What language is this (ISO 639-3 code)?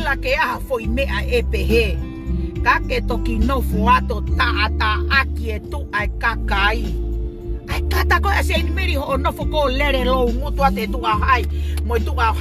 ton